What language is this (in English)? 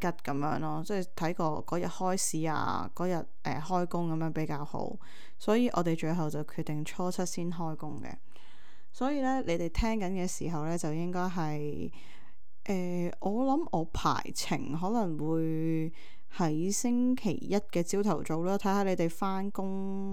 Cantonese